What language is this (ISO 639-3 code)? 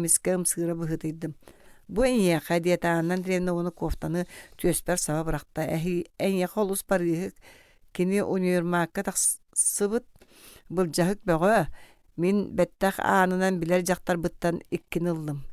sah